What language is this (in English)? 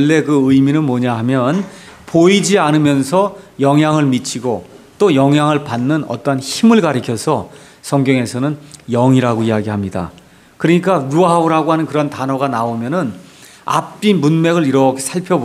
Korean